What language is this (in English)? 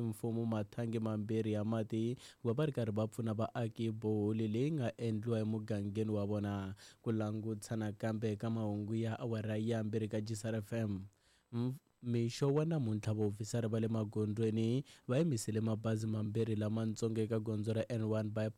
Tsonga